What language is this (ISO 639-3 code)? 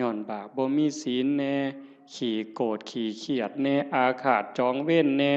tts